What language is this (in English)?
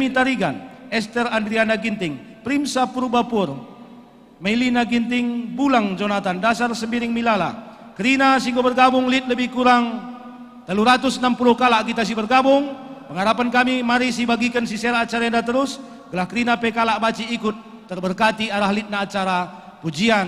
Batak Karo